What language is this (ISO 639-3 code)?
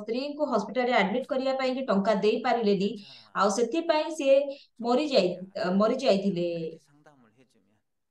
ori